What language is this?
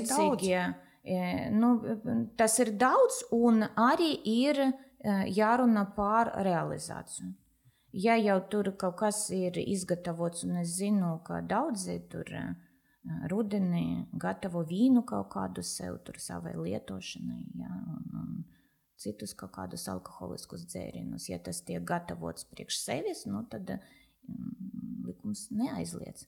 Latvian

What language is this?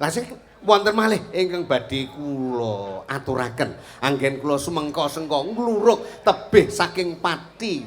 Javanese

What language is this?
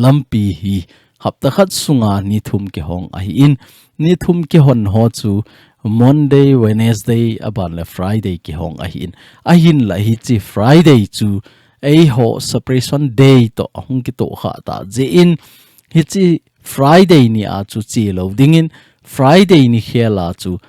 Thado Chin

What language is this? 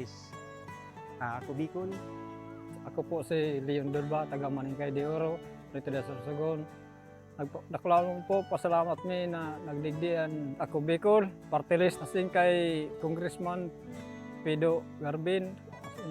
Bikol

